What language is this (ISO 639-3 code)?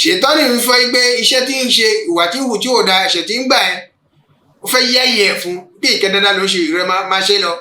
yor